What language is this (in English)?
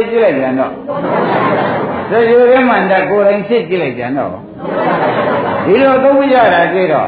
Burmese